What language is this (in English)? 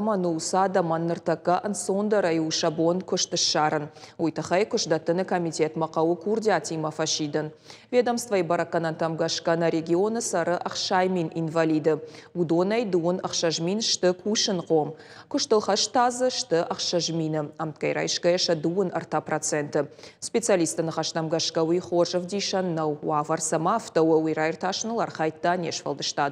Ossetic